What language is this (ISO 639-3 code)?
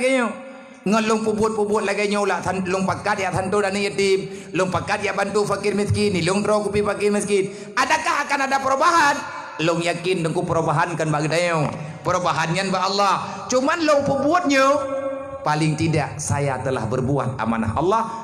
ace